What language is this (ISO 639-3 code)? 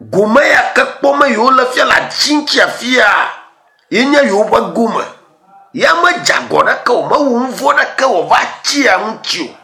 ewe